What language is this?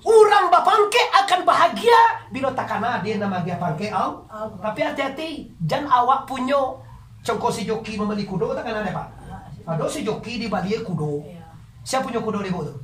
Minangkabau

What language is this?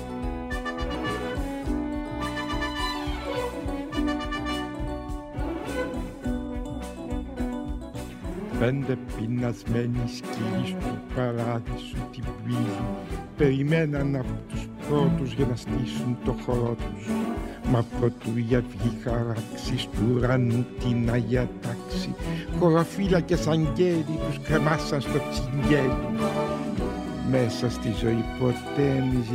Greek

